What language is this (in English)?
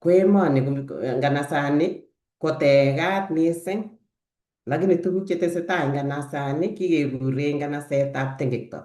Kalenjin